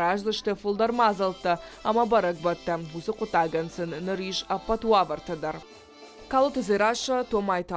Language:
Ossetic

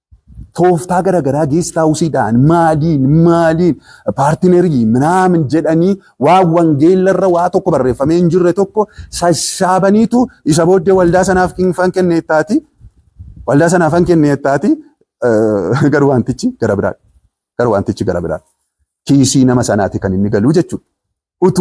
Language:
Oromo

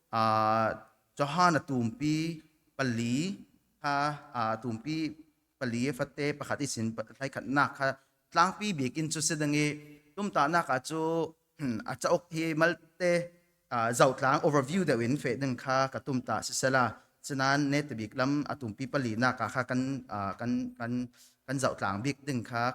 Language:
Falam Chin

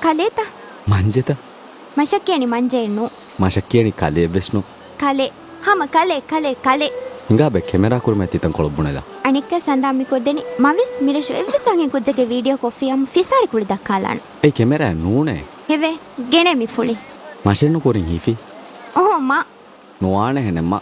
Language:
Divehi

